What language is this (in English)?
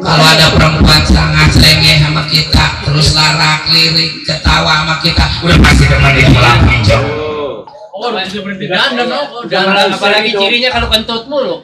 Betawi